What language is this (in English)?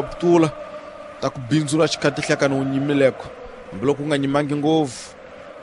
Tsonga